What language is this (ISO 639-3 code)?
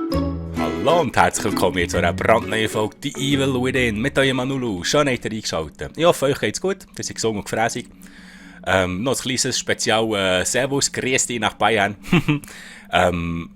gsw